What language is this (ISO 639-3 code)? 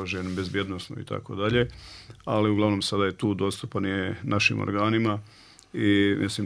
bos